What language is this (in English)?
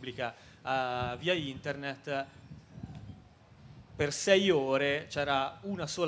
Italian